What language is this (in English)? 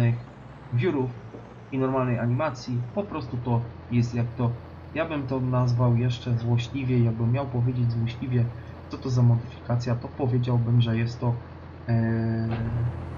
Polish